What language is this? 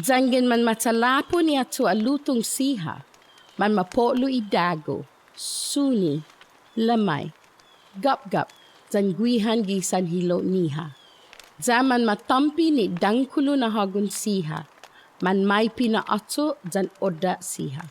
Chamorro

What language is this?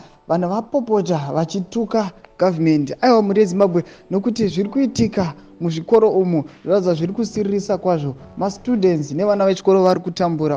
Shona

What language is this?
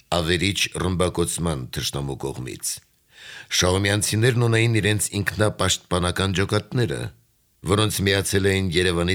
Armenian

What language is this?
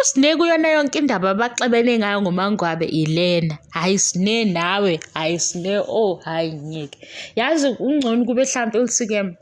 Zulu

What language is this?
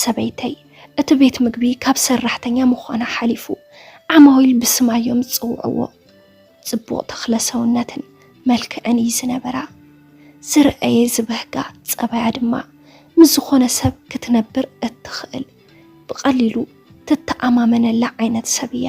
Tigrinya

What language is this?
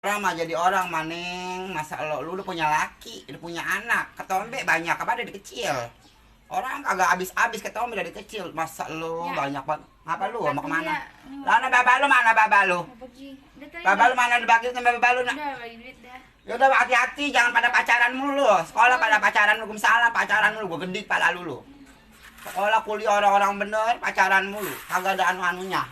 Betawi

